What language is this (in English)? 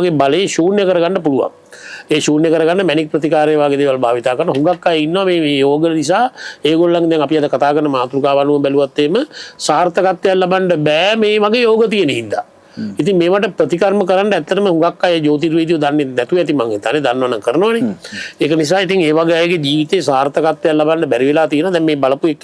Sinhala